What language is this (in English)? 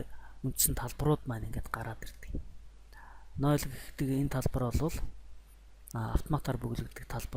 Mongolian